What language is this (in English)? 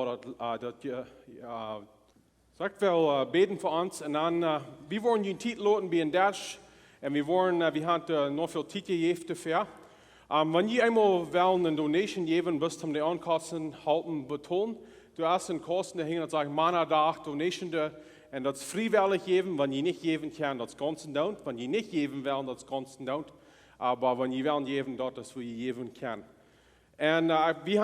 Plautdietsch